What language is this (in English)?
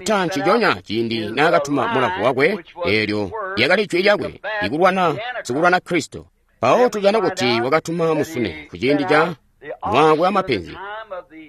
Tonga (Zambia)